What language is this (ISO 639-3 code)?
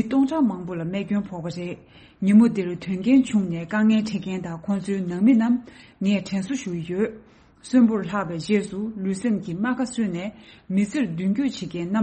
bod